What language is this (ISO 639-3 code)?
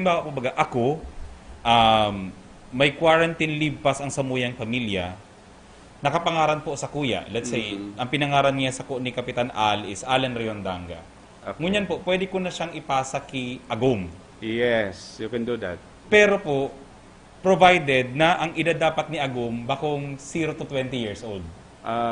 bik